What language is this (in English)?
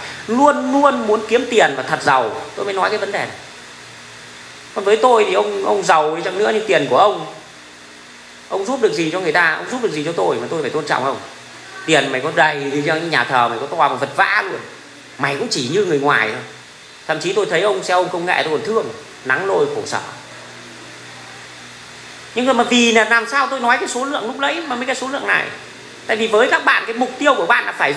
Vietnamese